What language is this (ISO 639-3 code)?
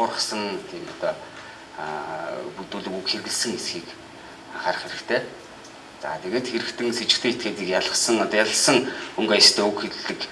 mon